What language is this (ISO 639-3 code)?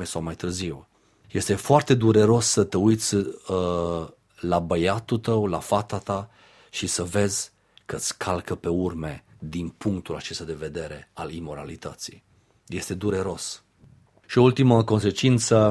ron